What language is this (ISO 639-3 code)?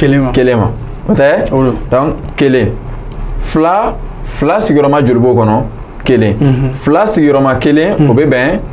bam